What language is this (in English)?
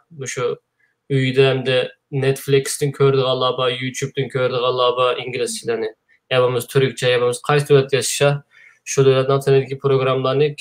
Uyghur